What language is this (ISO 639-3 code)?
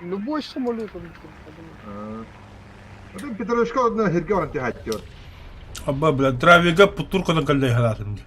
sah